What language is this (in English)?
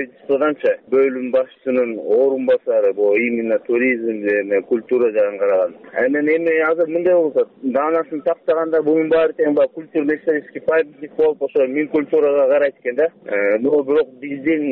Kyrgyz